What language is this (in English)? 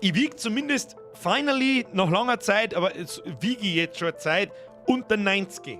Bavarian